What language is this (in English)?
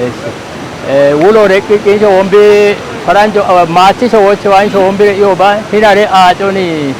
Kafa